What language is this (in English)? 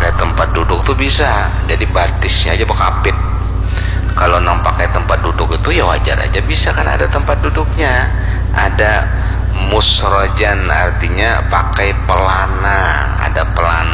Banjar